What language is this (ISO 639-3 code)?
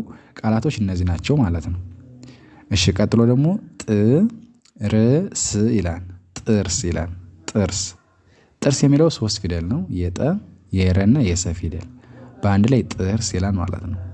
amh